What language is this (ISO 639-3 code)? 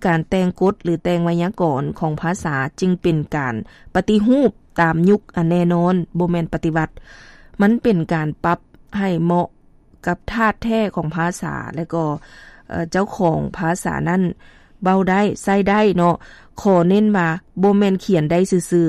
lao